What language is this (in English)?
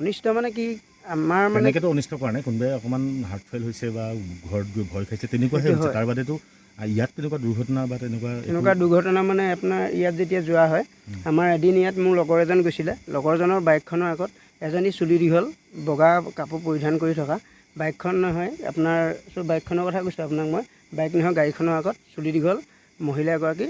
Assamese